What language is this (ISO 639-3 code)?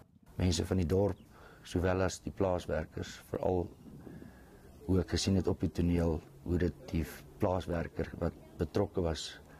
afr